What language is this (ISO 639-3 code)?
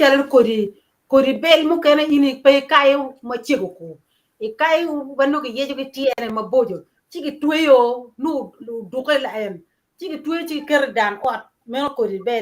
ach